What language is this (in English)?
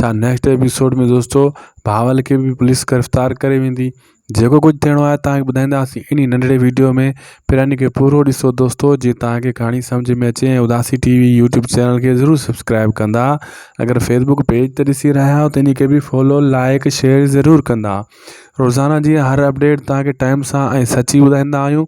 Sindhi